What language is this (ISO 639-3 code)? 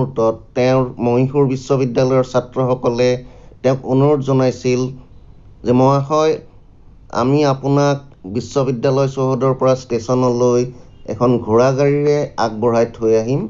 asm